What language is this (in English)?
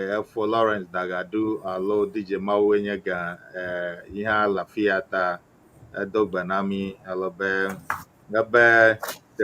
Ewe